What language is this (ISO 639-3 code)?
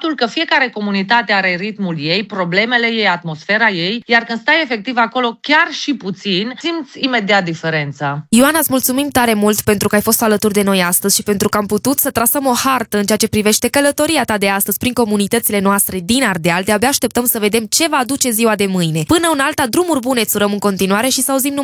ron